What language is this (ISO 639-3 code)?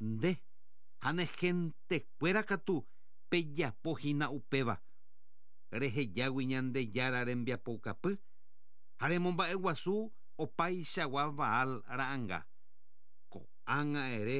grn